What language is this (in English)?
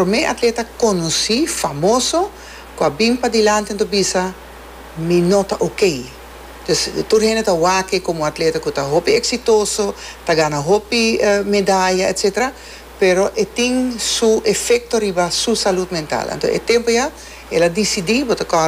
Papiamento